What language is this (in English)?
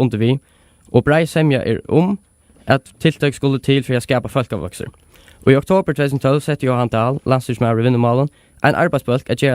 Faroese